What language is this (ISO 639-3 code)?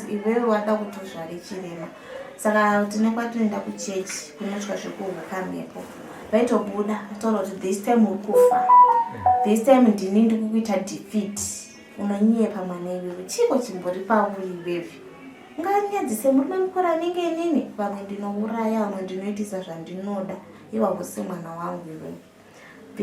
sna